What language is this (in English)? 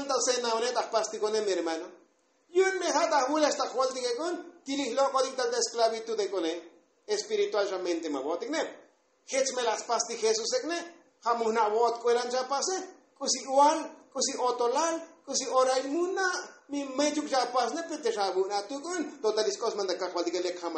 Tzotzil